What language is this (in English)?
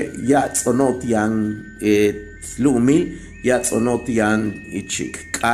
Yucateco